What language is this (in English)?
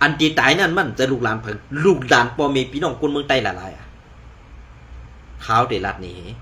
Shan